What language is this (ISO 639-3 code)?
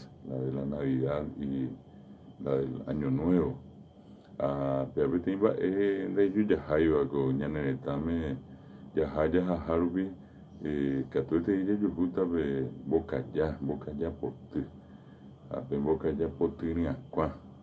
grn